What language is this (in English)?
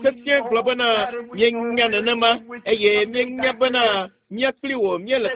Ewe